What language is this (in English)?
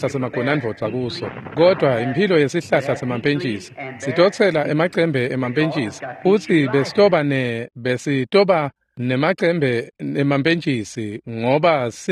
Swati